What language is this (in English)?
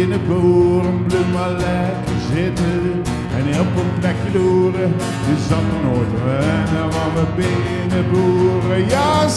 Zeelandic